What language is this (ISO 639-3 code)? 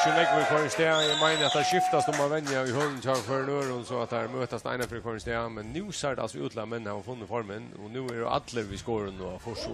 fao